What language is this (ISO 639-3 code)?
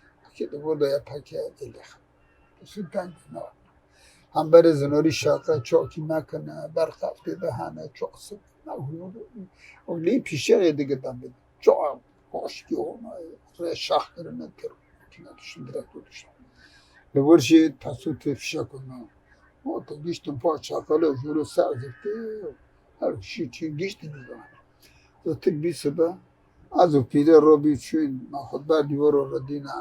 kur